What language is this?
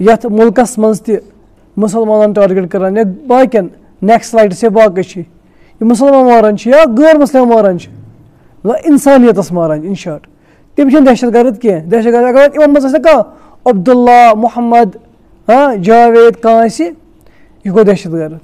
Kashmiri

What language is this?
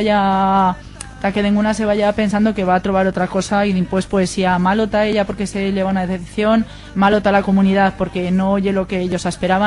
Aragonese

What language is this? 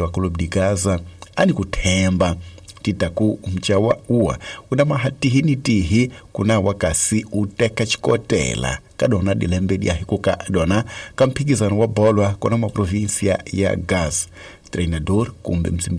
Tsonga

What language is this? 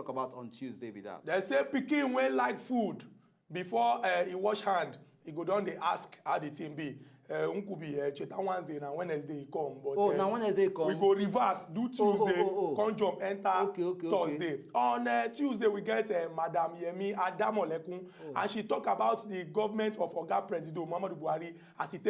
Nigerian Pidgin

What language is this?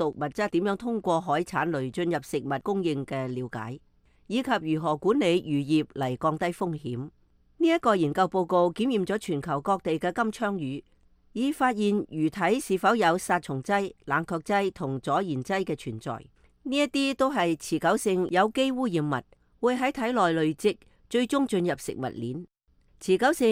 Cantonese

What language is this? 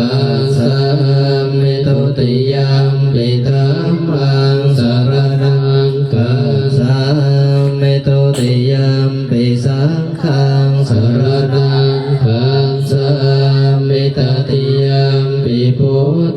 Pali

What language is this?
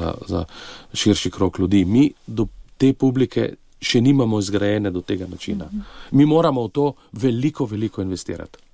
Slovenian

